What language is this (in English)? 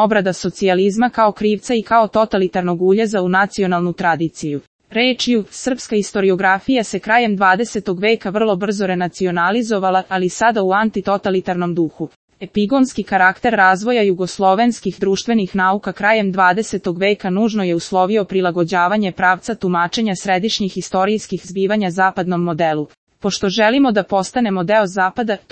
Serbian